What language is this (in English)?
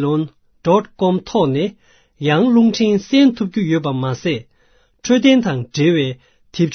Tibetan